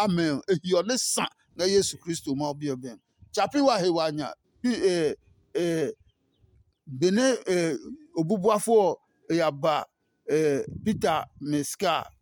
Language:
Adangme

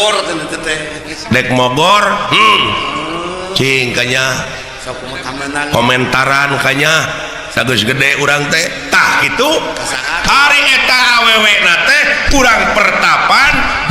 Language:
Sundanese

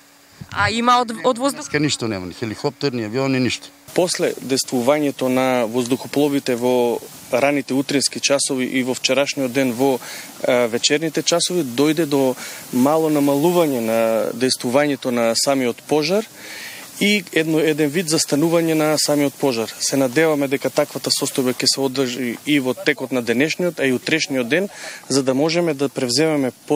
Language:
Macedonian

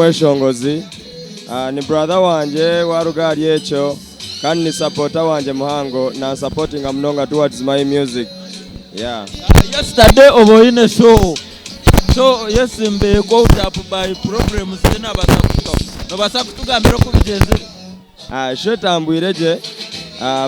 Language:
Nyankole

